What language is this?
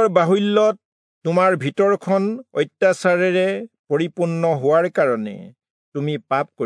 Assamese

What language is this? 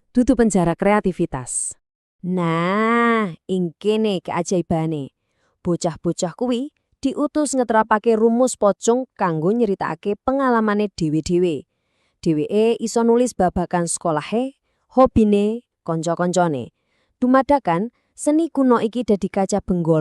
Javanese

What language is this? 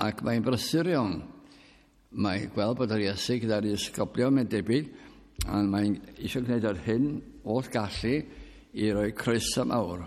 Welsh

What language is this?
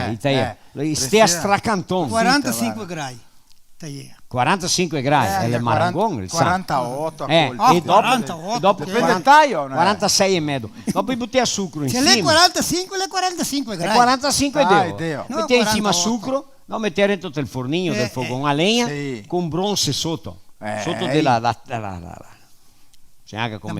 Venetian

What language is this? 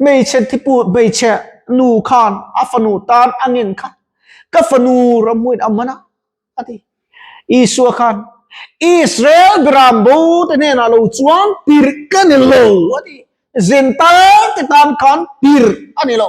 Mizo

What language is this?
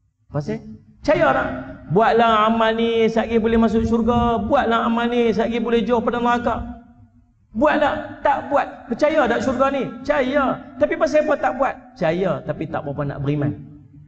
Malay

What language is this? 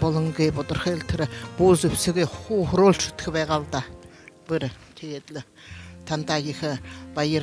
Buriat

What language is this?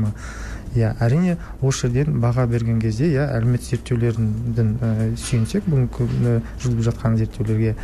Kazakh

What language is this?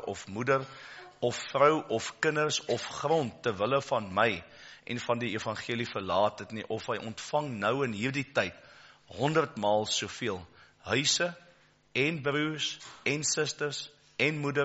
Afrikaans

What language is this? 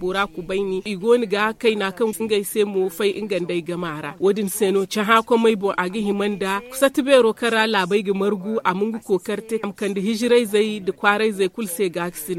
Zarma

